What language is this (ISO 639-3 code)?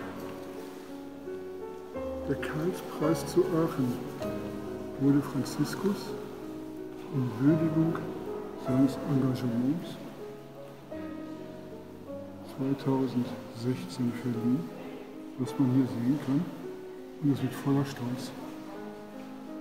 deu